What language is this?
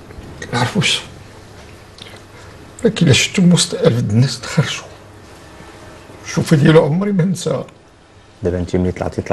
Moroccan Arabic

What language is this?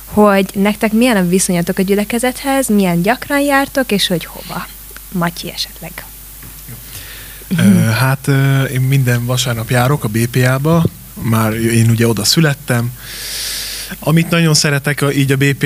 Hungarian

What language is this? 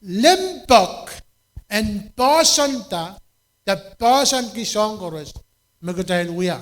Pohnpeian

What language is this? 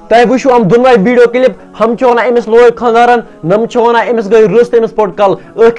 Kashmiri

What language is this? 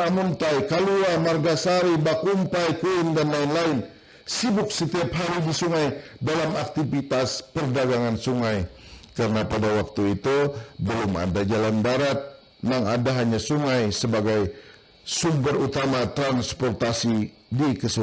Banjar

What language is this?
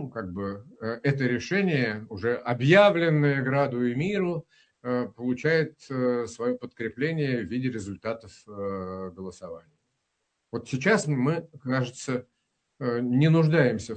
Russian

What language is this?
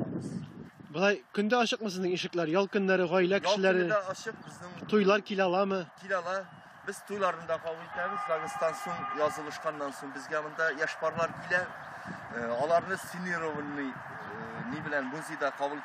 Tatar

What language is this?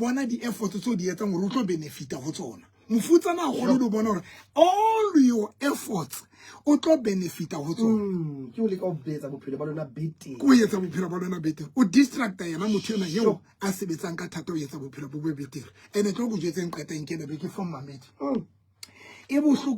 Southern Sotho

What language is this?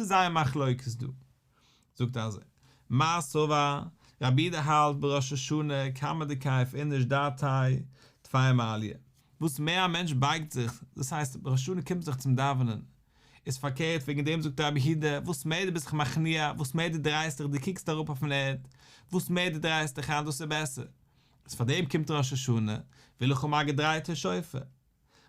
Yiddish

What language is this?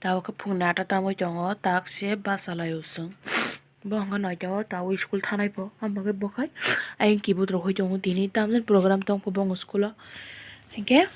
Kok Borok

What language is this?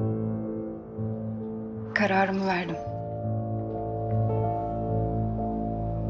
Turkish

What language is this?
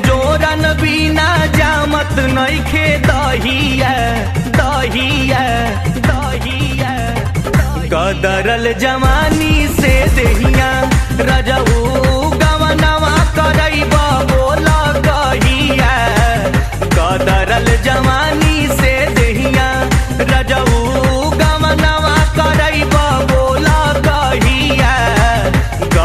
Bhojpuri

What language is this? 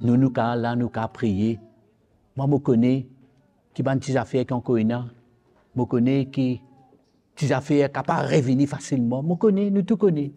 Morisyen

